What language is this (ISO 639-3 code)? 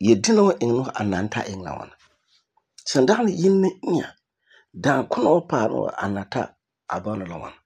gur